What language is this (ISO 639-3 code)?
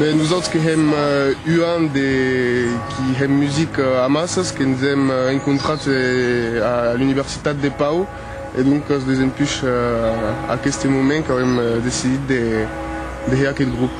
oci